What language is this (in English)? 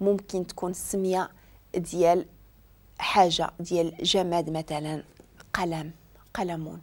Moroccan Arabic